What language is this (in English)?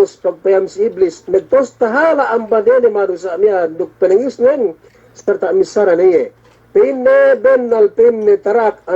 Yakan